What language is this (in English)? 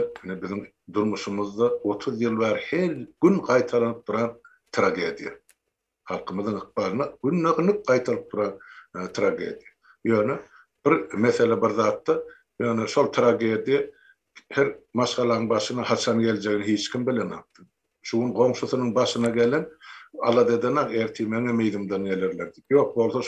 Turkmen